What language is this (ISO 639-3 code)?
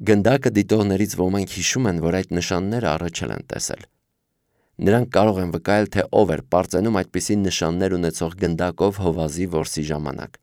hye